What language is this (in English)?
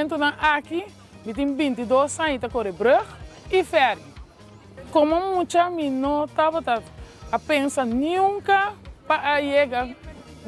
Papiamento